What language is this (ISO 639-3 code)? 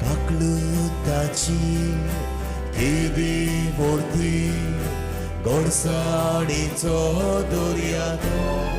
kok